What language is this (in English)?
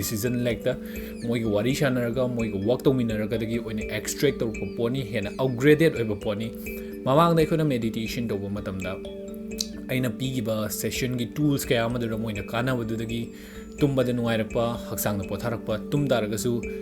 Manipuri